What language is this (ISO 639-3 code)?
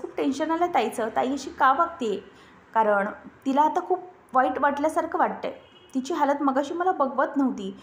mar